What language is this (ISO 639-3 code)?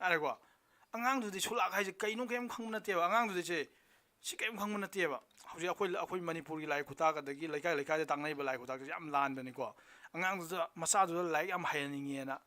mni